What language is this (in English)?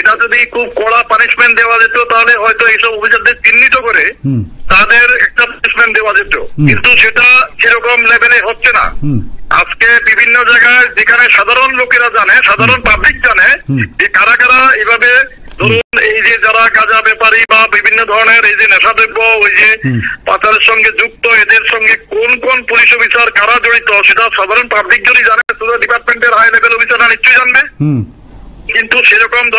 Bangla